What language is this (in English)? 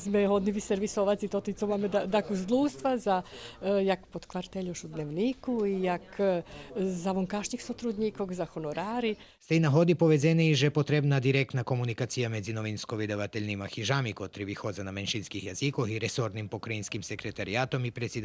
Rusyn